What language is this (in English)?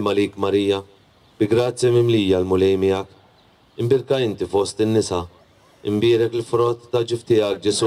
Maltese